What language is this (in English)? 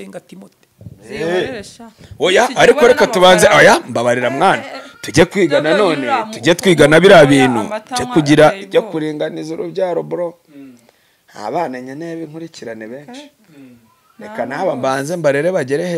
Kinyarwanda